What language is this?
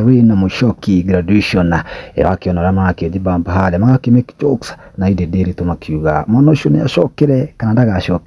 Kikuyu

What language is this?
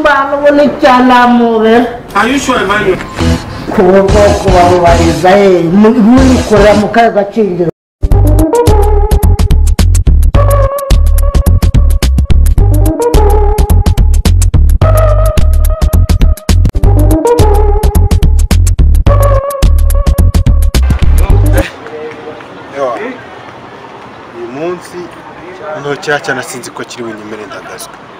Kinyarwanda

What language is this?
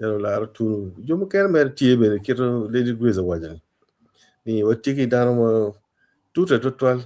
Acoli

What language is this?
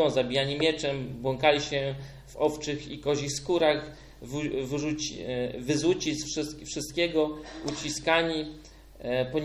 Polish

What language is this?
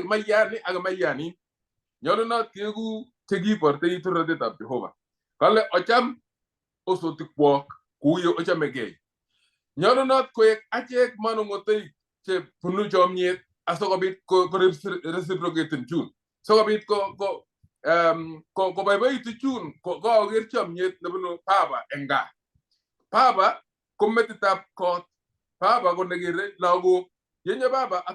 Kalenjin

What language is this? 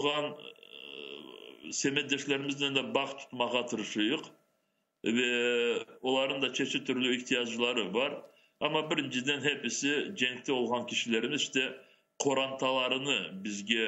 Crimean Tatar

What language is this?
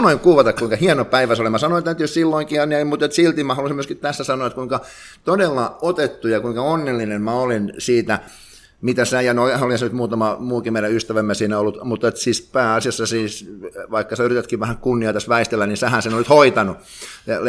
Finnish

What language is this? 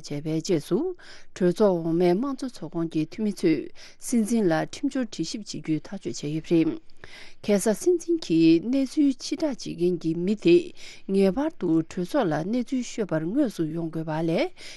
Tibetan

